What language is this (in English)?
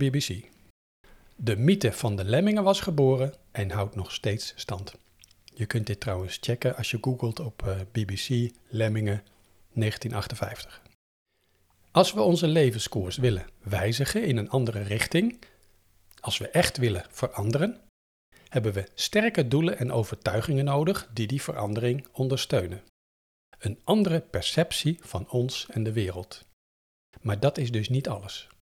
Dutch